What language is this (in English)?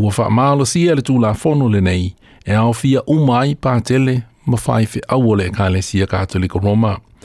Samoan